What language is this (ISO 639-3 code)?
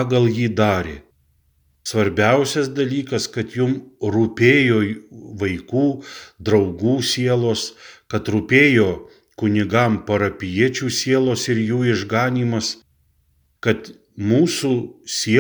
lit